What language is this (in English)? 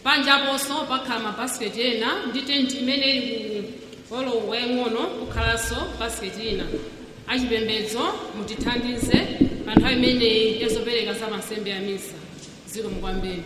Nyanja